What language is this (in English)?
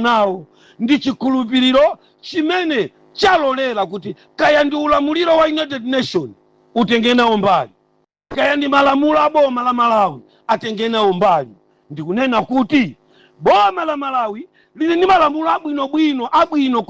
Nyanja